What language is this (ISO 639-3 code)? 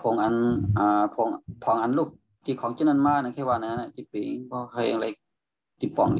shn